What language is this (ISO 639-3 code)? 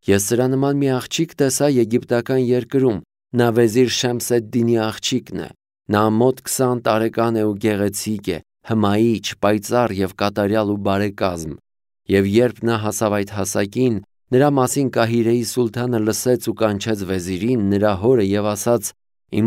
hye